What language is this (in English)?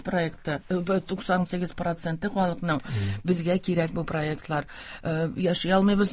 Tatar